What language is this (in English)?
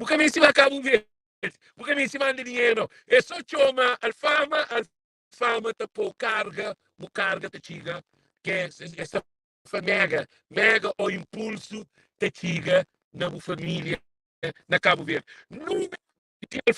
Kabuverdianu